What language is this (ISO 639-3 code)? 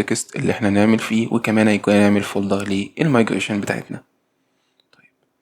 arz